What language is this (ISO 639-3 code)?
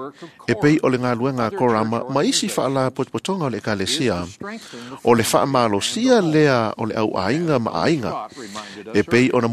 smo